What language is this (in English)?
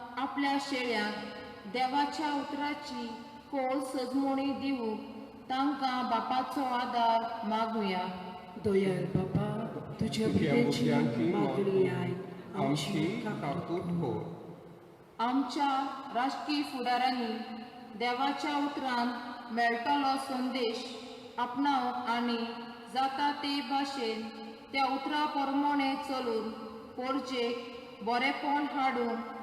Konkani